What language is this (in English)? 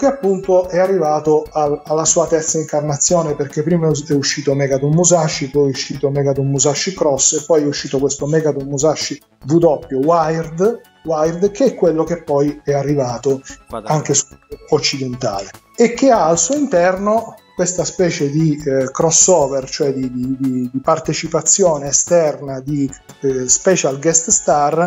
Italian